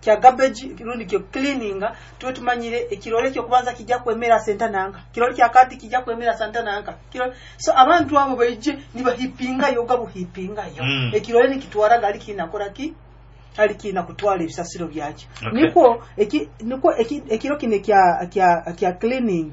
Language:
Nyoro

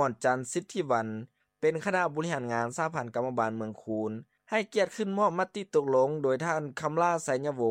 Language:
Lao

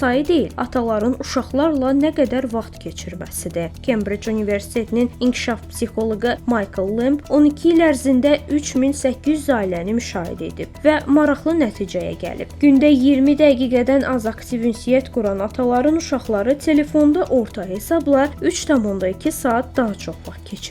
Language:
Azerbaijani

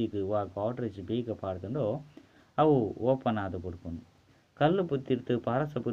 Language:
Tulu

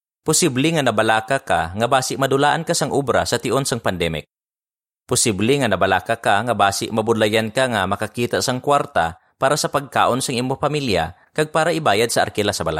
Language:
Hiligaynon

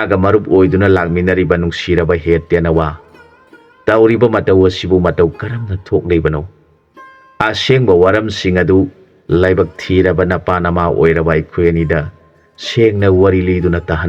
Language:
Manipuri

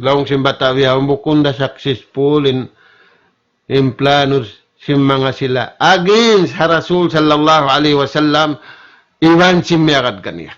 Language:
Tausug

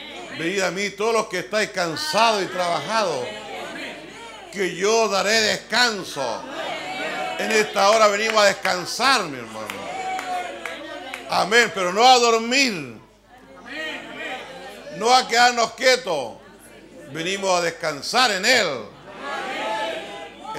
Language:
Spanish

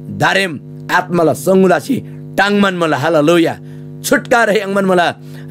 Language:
Eastern Tamang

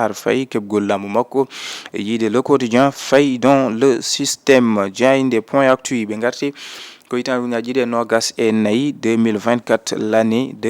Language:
Fula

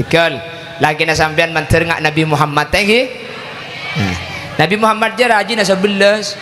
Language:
Madurese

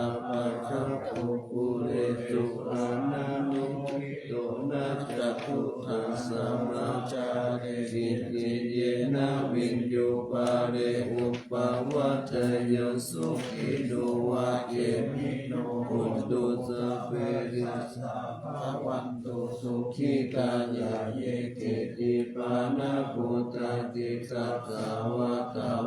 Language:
Pali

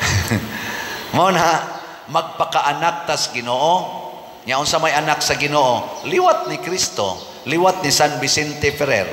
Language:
Cebuano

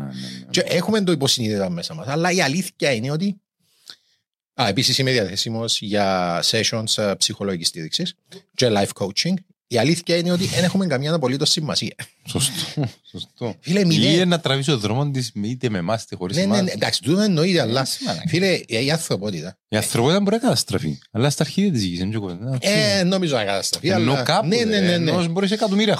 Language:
Greek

